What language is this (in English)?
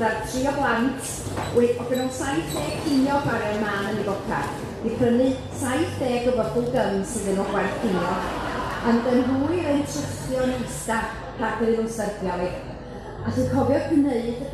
Welsh